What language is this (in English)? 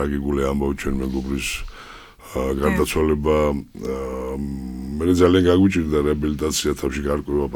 Georgian